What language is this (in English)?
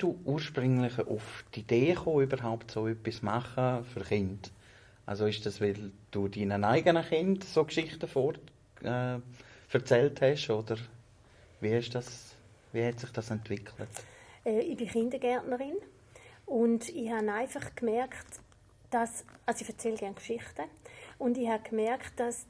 Swiss German